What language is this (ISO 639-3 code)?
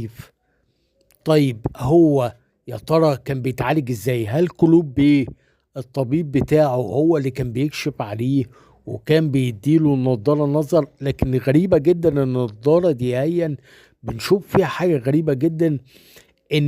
arz